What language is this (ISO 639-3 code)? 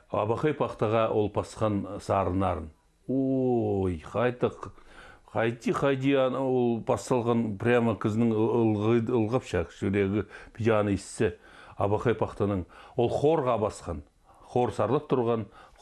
kjh